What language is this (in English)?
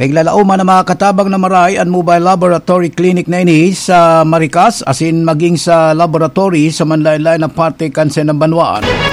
Bikol